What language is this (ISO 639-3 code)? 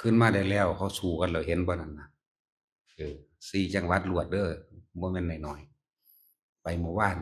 tts